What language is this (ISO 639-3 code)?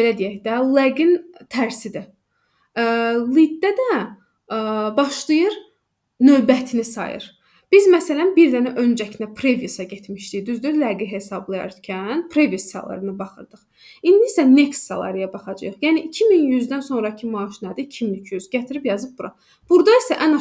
aze